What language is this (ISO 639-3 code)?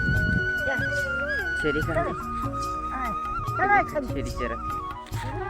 hne